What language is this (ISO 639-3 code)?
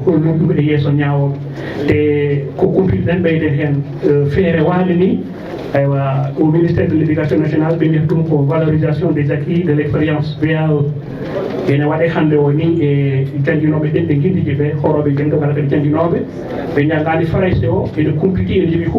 ful